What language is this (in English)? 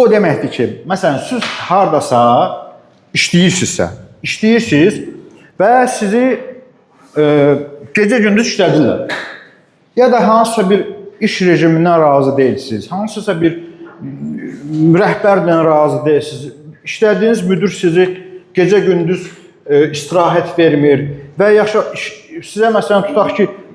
Azerbaijani